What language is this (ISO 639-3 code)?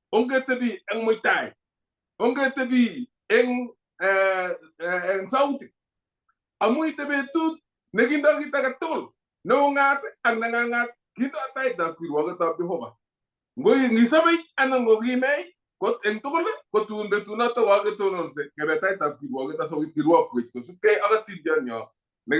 kln